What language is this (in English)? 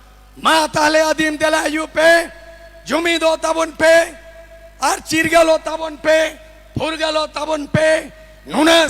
Santali